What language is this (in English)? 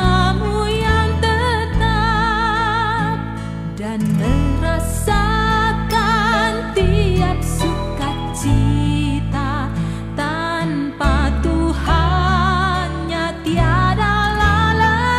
Nias